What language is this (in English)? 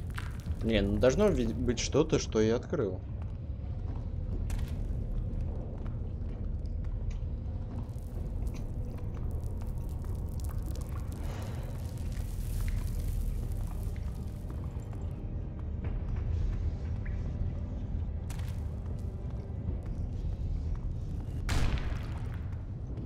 Russian